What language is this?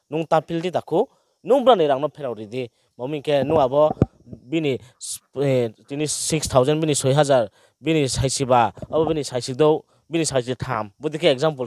Riang (India)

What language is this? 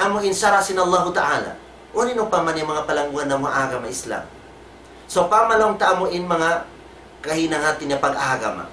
Tausug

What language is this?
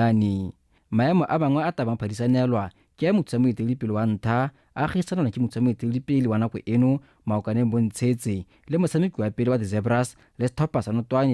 Tswana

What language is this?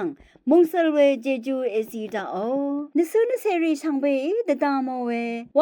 Rawang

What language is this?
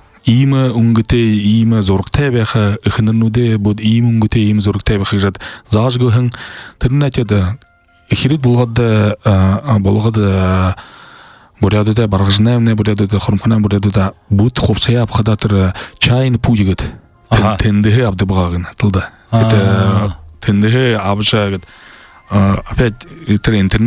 Buriat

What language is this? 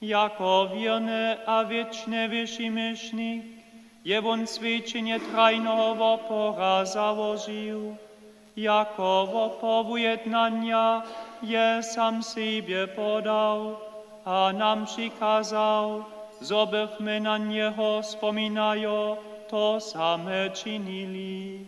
Upper Sorbian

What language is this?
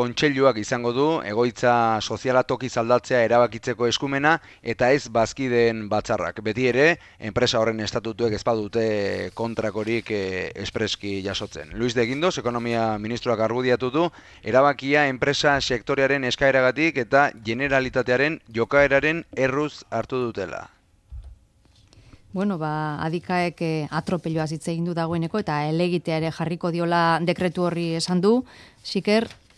Basque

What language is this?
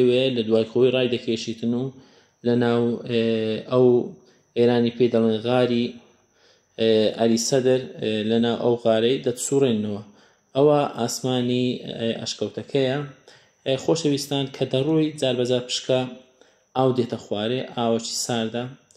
Central Kurdish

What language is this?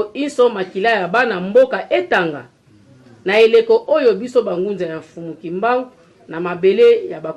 Lingala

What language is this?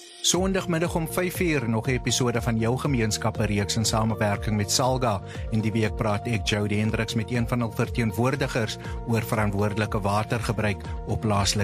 Afrikaans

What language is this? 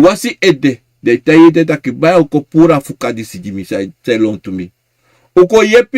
Sranan Tongo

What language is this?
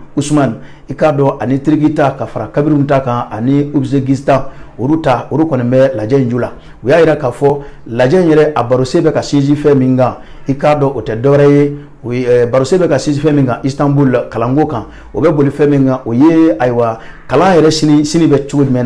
Bambara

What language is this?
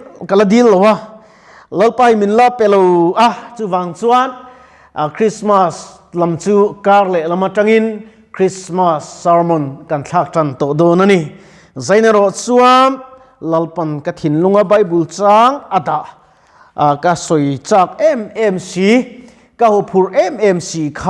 Mizo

